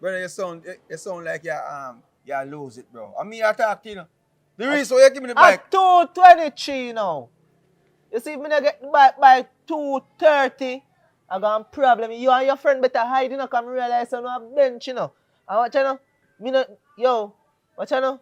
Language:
Jamaican Creole English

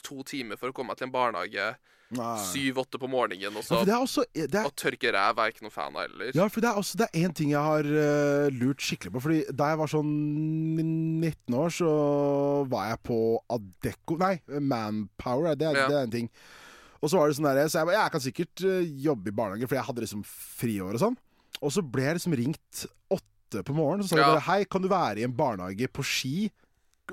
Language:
Norwegian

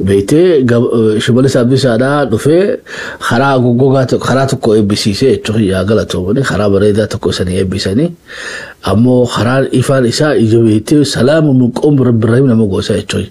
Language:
Oromo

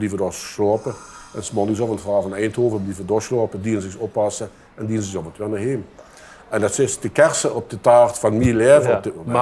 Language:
Limburgish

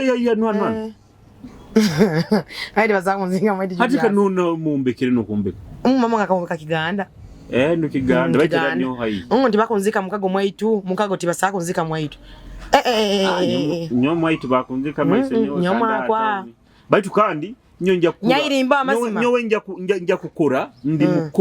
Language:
Nyoro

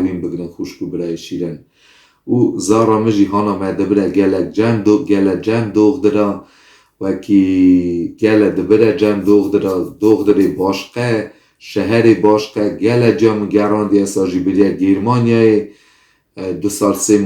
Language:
Kurdish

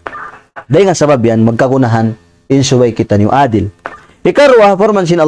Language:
Tausug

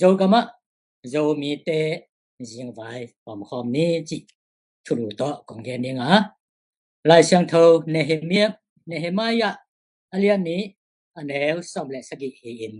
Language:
Tedim Chin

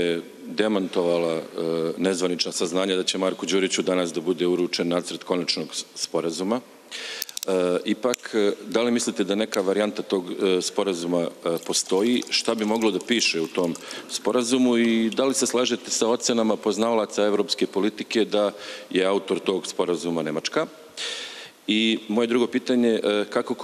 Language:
Serbian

